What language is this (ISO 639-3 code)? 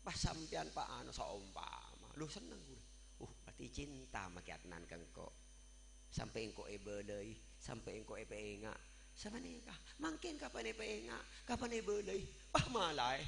mad